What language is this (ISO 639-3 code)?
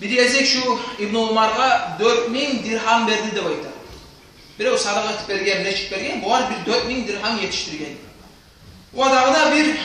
kum